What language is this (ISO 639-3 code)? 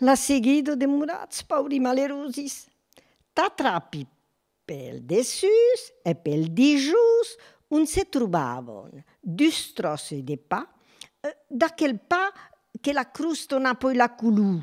oci